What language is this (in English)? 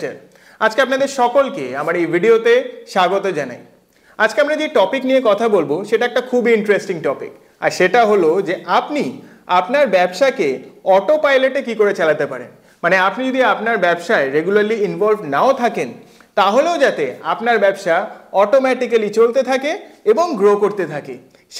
Bangla